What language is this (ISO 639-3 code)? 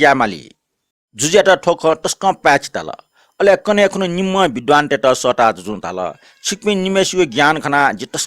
new